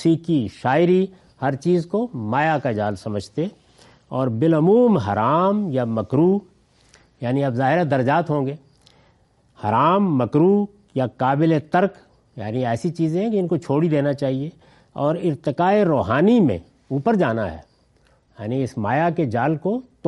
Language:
Urdu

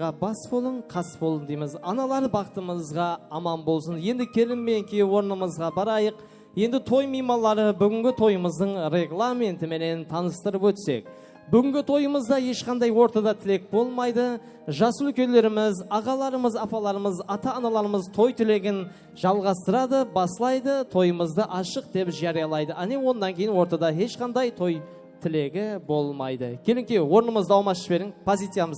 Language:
Kara-Kalpak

